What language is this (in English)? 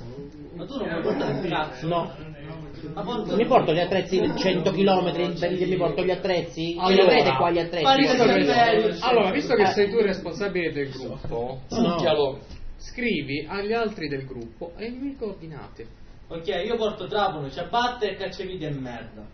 Italian